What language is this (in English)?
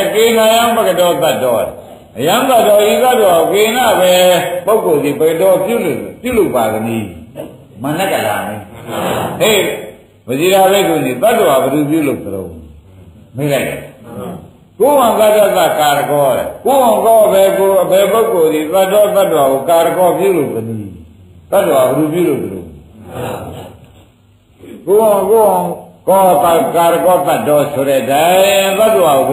Burmese